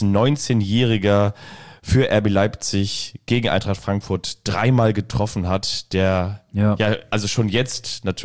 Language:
German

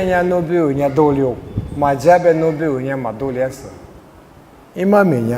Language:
Lisu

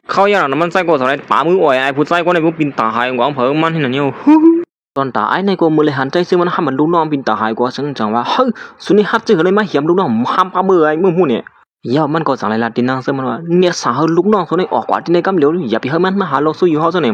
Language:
Shan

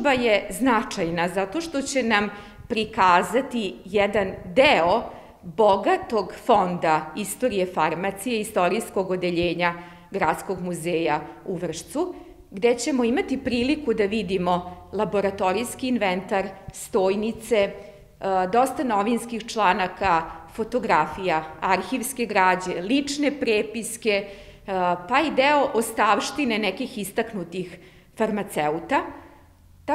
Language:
Serbian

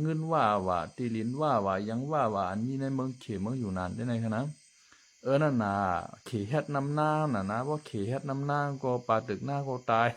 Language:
Shan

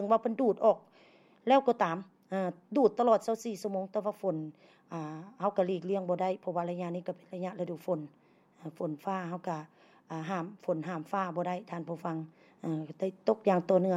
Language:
Lao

